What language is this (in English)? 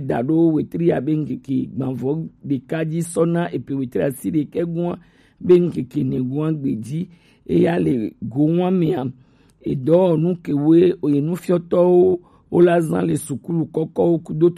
Gen